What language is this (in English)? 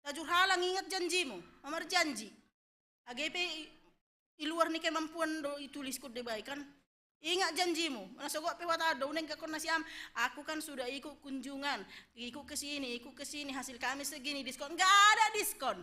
Batak Simalungun